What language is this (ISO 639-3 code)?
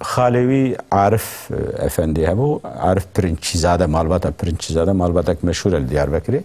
kur